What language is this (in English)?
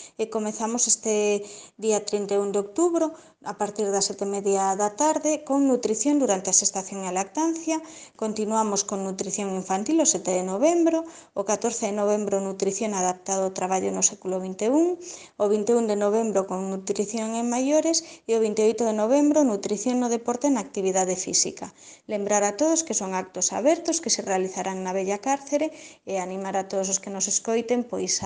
Galician